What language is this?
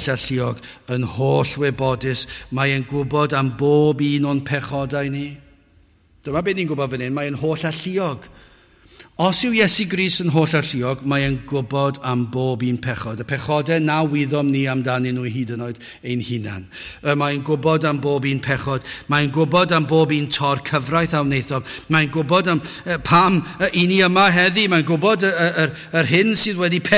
Welsh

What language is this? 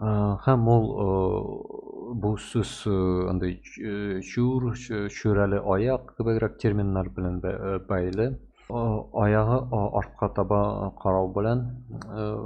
Tatar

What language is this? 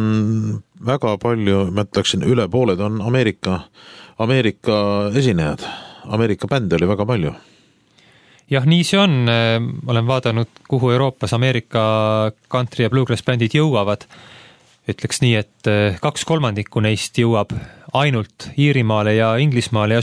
Estonian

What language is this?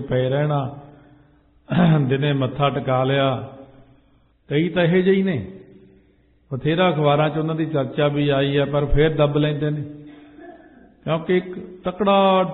Punjabi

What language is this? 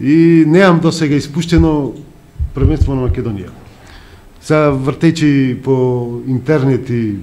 Macedonian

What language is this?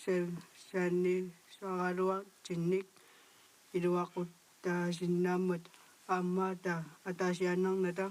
Kalaallisut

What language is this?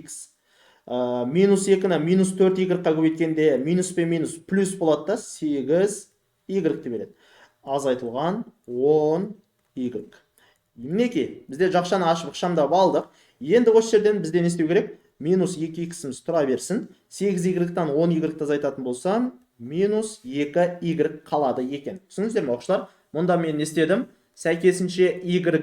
Kazakh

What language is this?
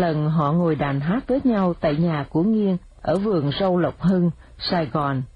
Vietnamese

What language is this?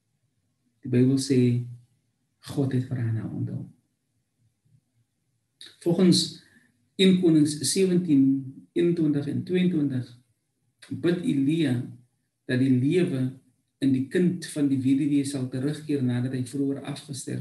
Afrikaans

